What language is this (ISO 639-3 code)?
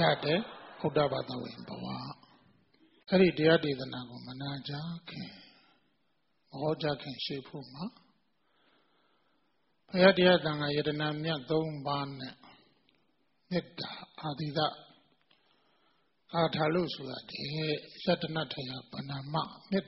mya